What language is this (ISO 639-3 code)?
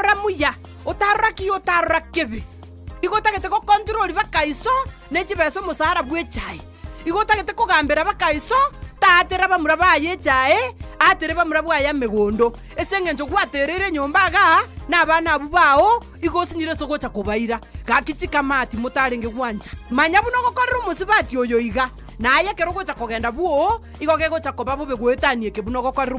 guz